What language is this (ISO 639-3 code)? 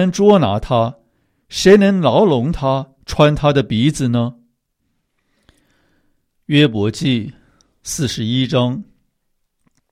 zho